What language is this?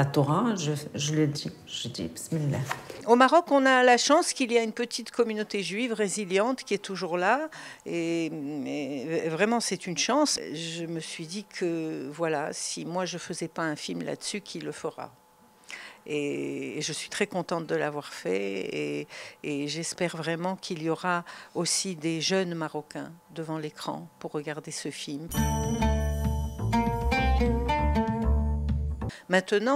French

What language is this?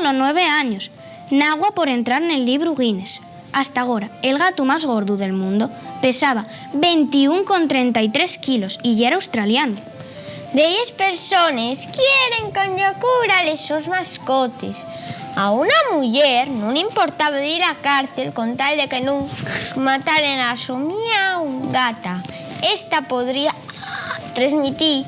Asturian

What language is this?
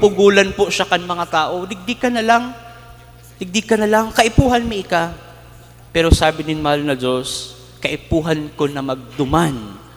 Bikol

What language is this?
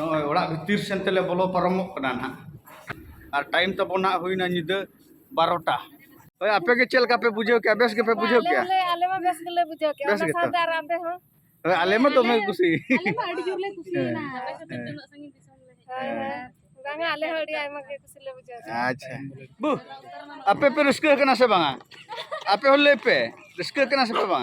Santali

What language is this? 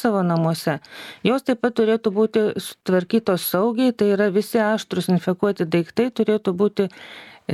Lithuanian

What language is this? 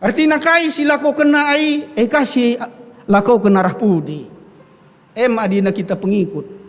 Batak Karo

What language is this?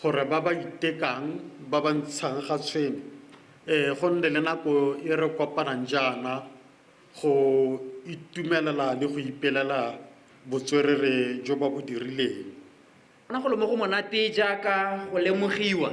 Tswana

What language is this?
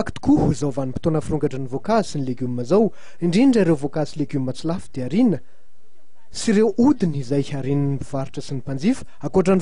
Malagasy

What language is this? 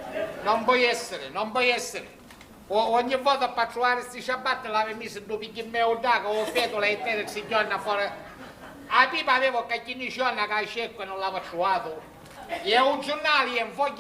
Sicilian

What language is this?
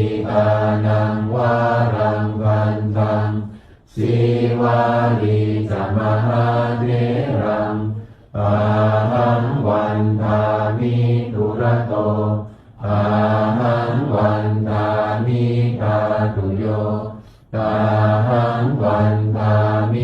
Pali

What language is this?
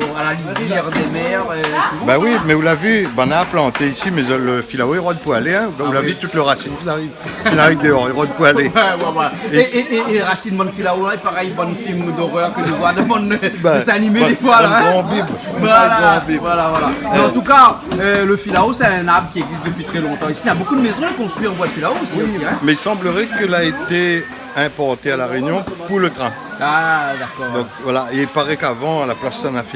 Réunion Creole French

